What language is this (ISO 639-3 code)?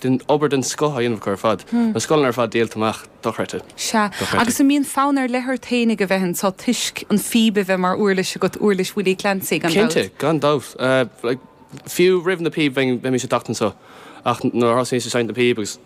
gle